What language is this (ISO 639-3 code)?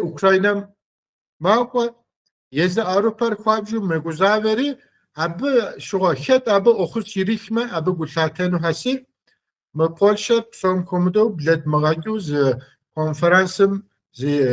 kbd